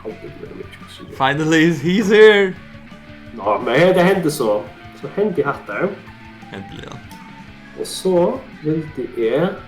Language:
Faroese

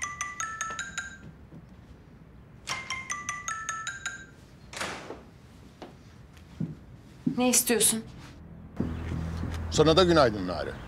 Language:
Turkish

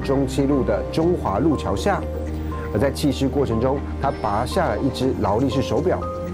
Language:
Chinese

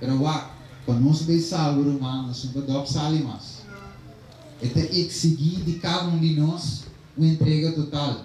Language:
Papiamento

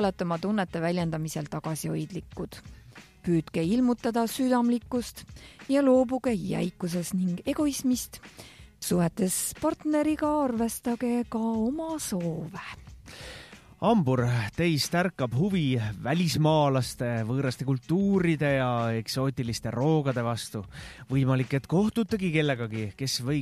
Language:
Estonian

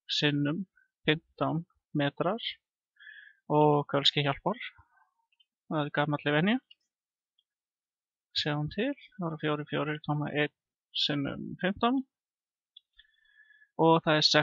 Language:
Icelandic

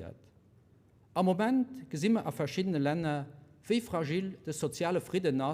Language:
Luxembourgish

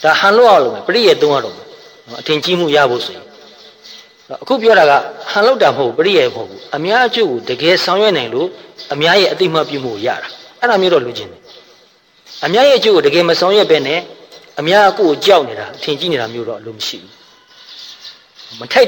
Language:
Burmese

